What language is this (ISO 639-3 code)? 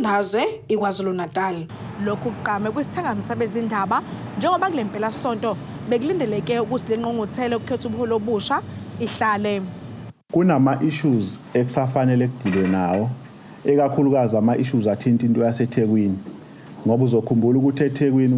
zul